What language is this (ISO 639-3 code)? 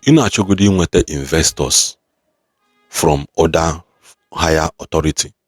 ibo